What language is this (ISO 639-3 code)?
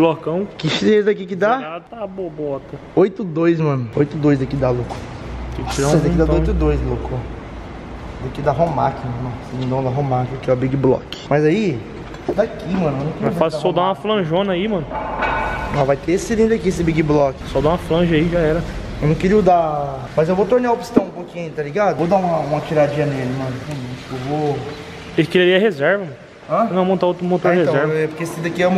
por